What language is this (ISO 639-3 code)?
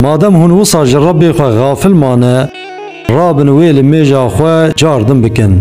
kur